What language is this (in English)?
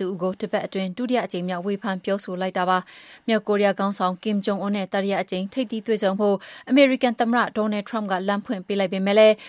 Burmese